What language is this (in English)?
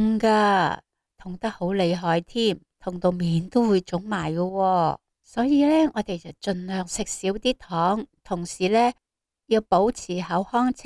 Cantonese